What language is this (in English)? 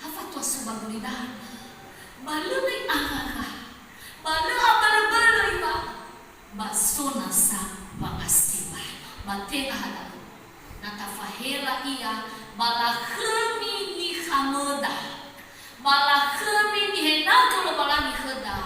Nias